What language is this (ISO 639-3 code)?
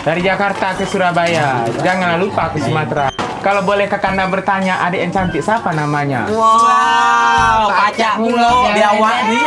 mui